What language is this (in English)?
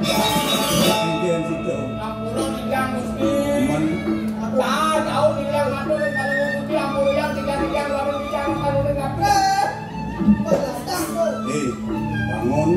Balinese